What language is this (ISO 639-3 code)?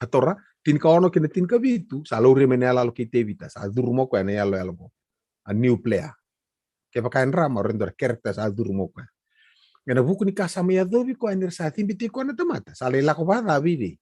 fij